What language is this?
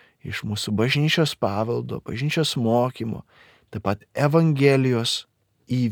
Lithuanian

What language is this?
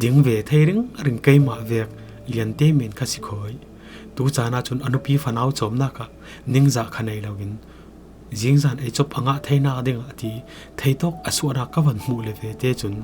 Falam Chin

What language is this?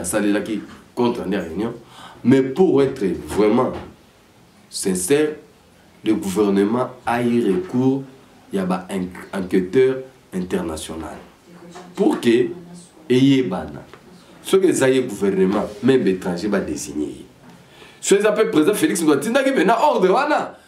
Lingala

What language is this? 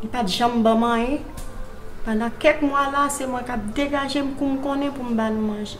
Haitian Creole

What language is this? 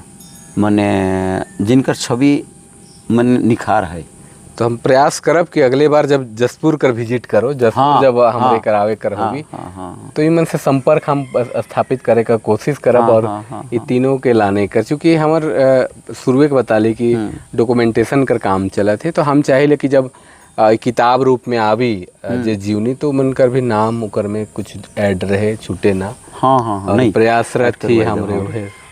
Sadri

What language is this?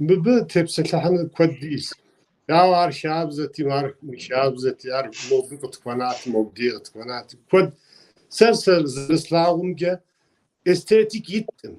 Kabardian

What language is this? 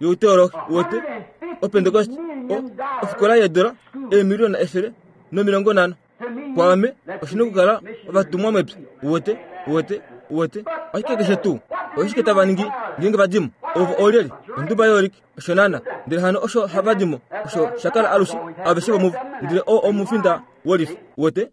Kuanyama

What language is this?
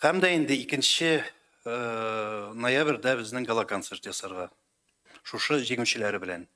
Tatar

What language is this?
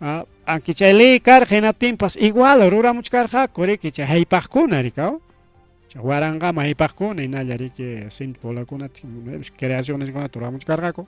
Ayacucho Quechua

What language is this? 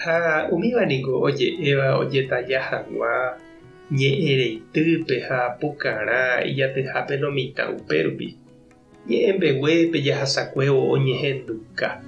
Guarani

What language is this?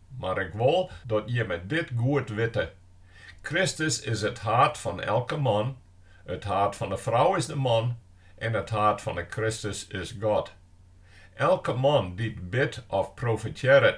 Western Frisian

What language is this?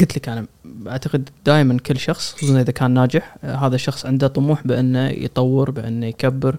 Gulf Arabic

